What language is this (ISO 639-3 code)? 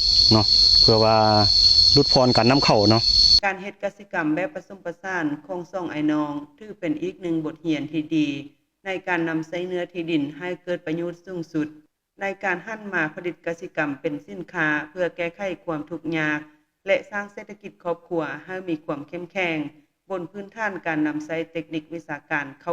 lao